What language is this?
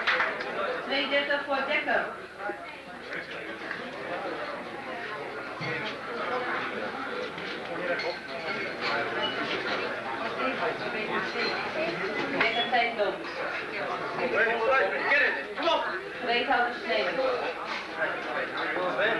Dutch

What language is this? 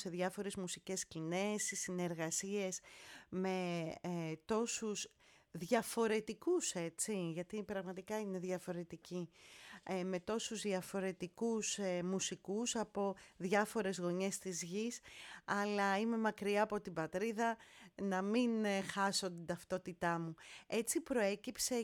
Greek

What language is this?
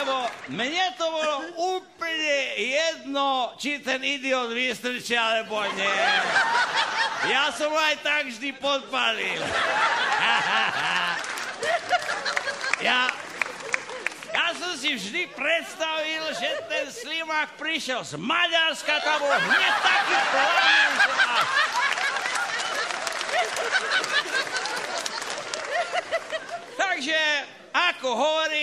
Slovak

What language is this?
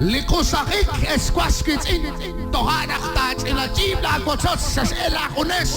Kekchí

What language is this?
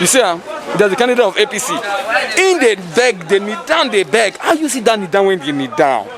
Nigerian Pidgin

